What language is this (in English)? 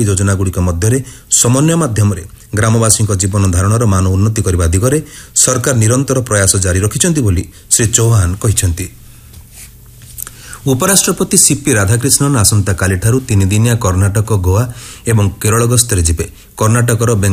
Odia